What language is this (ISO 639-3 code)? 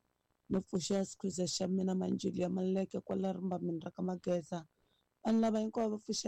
tso